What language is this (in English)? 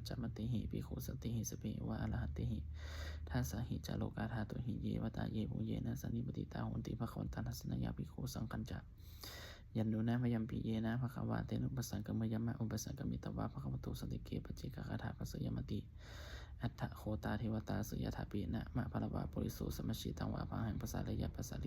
Pali